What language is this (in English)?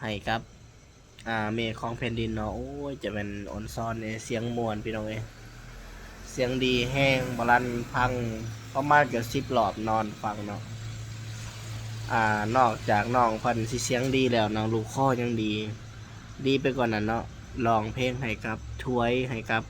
Lao